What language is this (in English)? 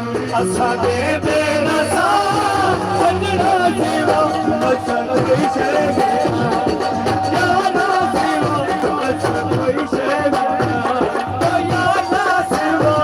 Saraiki